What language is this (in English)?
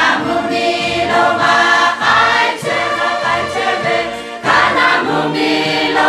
Lahu